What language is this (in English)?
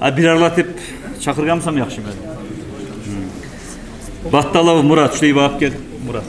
Kumyk